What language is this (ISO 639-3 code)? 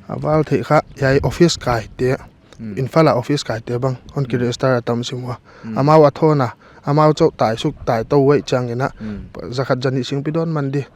pck